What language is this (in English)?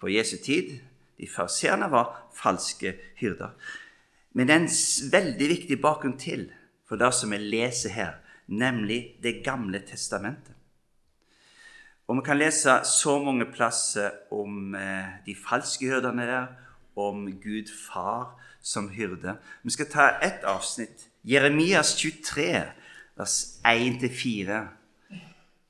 Norwegian